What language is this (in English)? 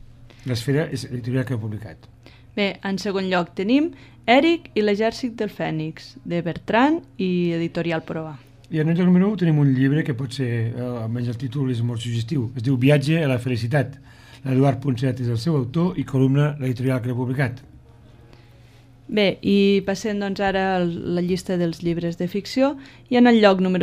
Catalan